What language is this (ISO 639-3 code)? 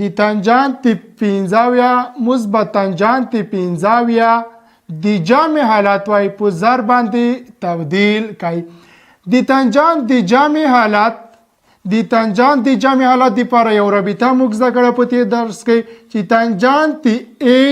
pus